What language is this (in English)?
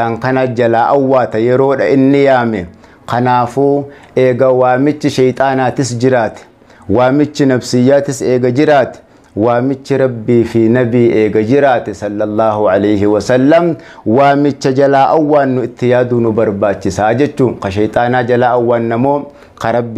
Oromo